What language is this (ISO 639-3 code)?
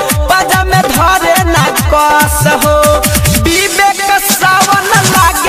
bho